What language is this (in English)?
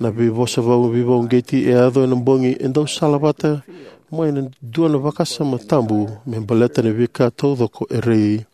Fijian